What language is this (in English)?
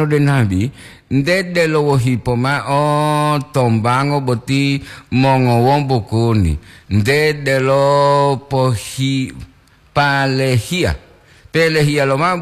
Gorontalo